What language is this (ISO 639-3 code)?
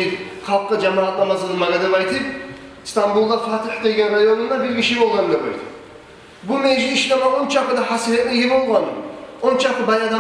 kum